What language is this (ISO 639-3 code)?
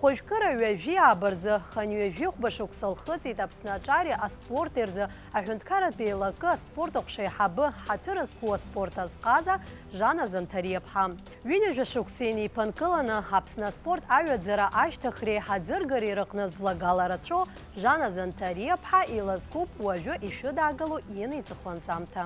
abk